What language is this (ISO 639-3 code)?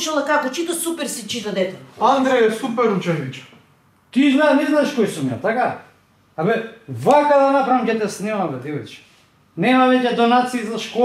mkd